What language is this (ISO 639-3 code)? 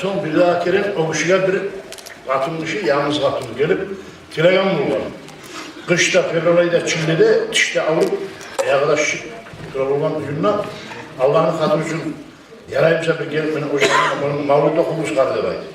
kum